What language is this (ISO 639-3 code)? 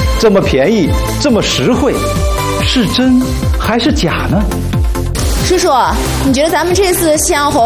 zho